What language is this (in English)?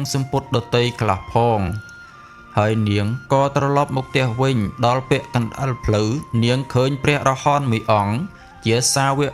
Khmer